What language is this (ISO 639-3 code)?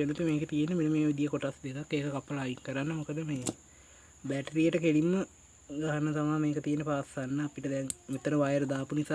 sin